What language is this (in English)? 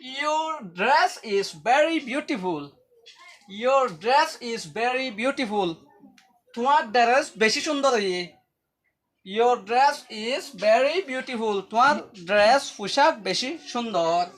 Rohingya